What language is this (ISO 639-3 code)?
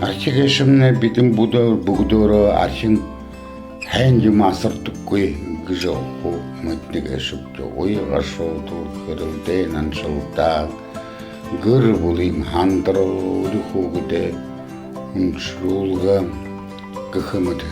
bua